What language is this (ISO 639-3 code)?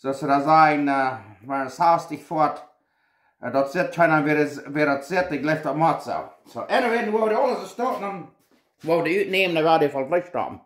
pdt